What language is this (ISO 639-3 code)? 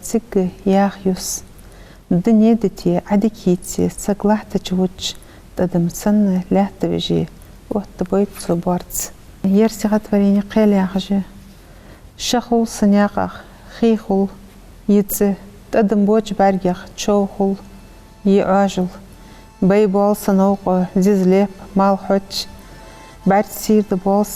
inh